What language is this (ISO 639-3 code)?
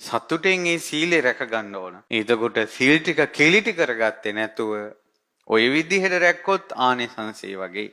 sin